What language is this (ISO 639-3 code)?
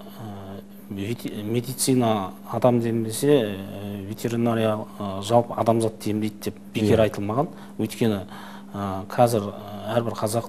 kaz